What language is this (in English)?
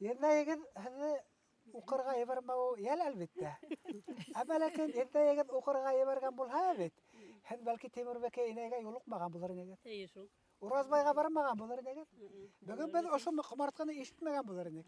Bashkir